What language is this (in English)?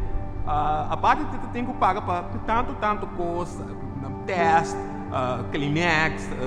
Papiamento